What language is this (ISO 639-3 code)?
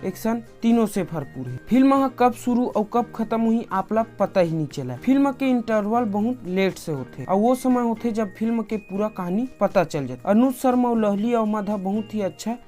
hne